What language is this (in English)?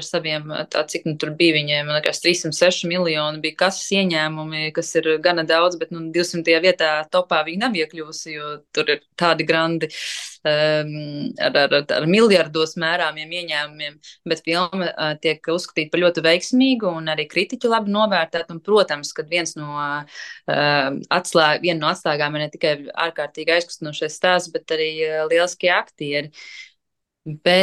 Latvian